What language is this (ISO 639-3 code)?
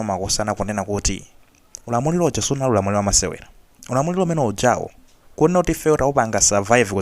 nya